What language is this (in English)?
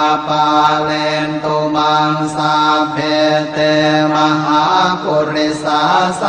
Pali